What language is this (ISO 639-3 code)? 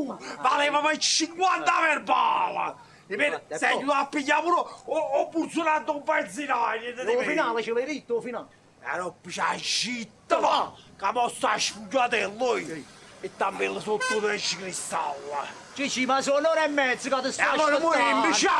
nap